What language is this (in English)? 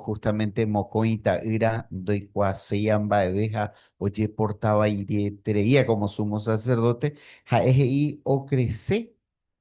Guarani